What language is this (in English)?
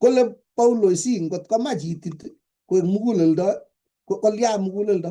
Kalenjin